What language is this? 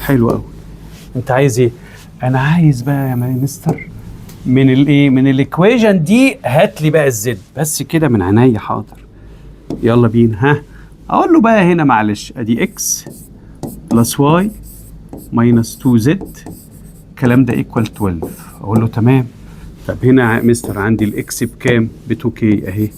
Egyptian Arabic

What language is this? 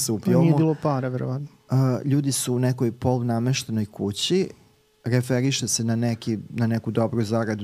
Serbian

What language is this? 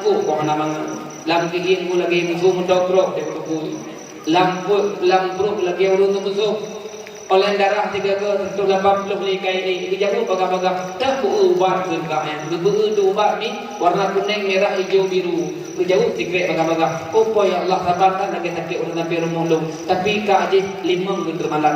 Achinese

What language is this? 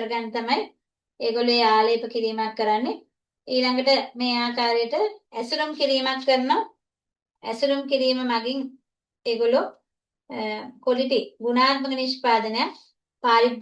Sinhala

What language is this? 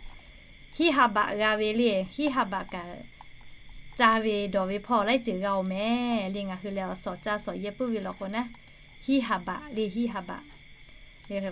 Lahu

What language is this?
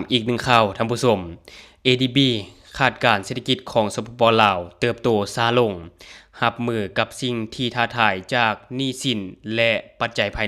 Lao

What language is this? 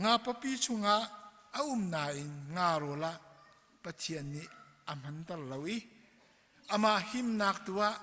Hakha Chin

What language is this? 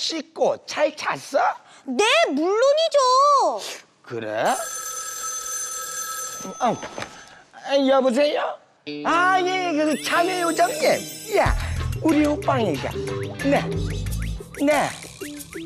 Korean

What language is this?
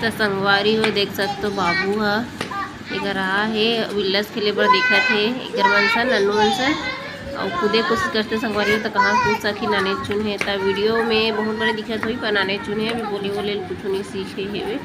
Chhattisgarhi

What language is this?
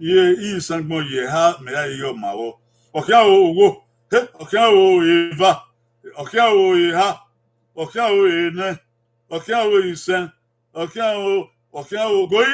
Bini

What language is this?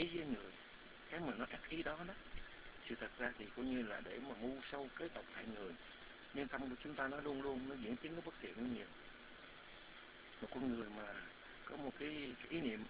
Vietnamese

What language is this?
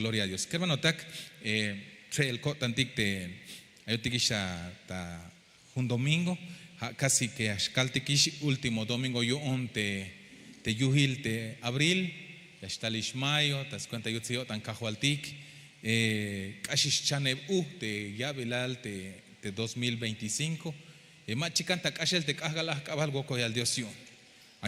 Tzeltal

